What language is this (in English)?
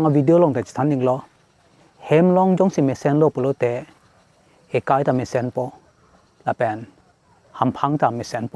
Karbi